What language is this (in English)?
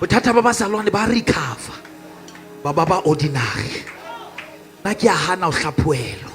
Southern Sotho